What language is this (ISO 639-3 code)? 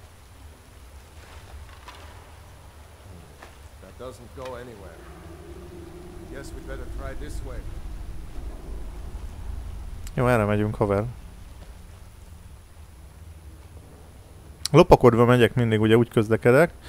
hun